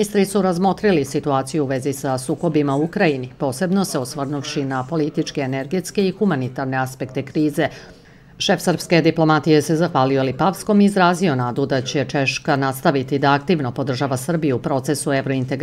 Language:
Serbian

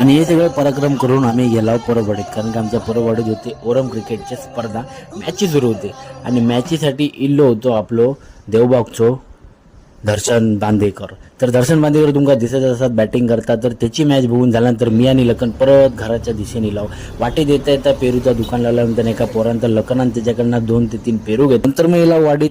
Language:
Konkani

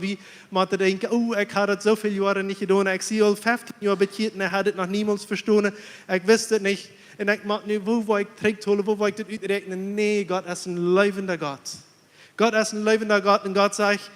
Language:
Plautdietsch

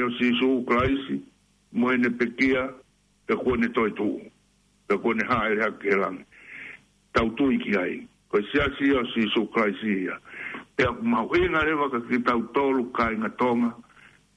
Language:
Tongan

